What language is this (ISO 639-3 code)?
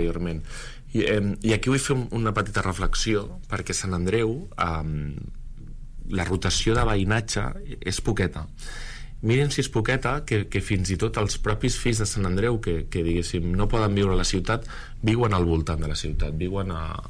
cat